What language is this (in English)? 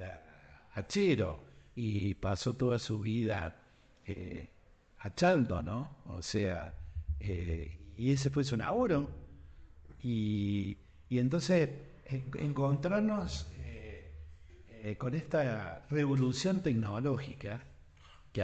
Spanish